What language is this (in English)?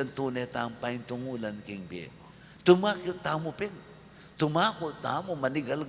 Pampanga